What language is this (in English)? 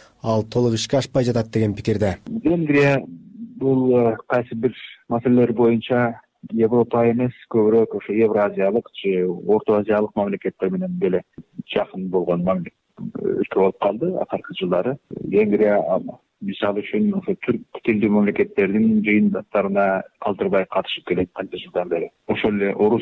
Kyrgyz